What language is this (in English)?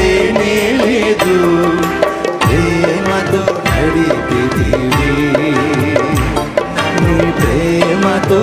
Telugu